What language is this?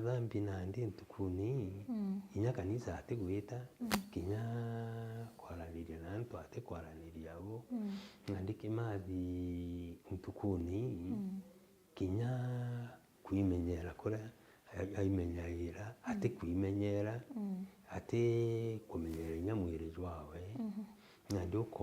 Meru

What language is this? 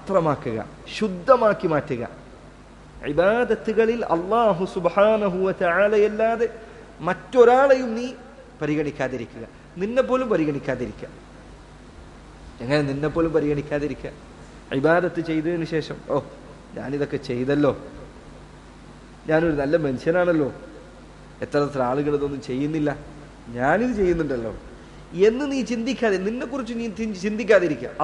Malayalam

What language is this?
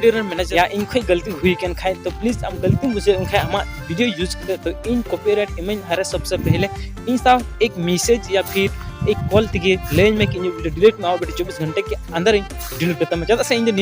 Santali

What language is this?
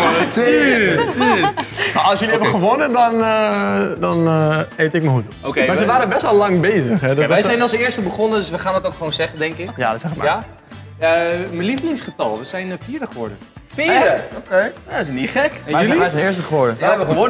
Dutch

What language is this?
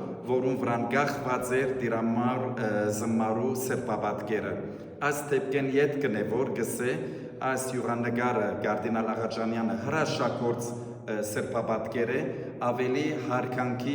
Western Armenian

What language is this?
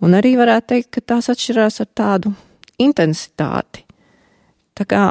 Latvian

